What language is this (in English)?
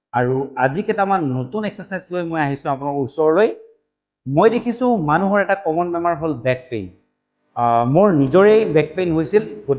Assamese